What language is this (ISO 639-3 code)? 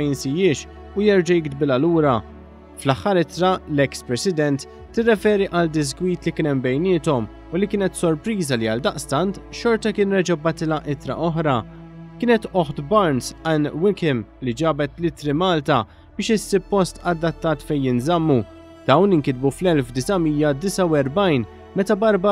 mlt